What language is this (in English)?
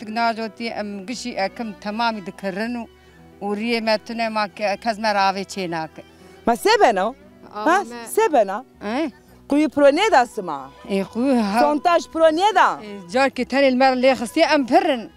Zaza